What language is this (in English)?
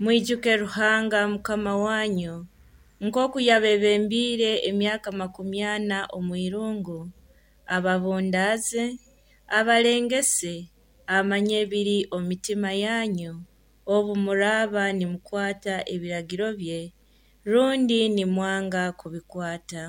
Nyoro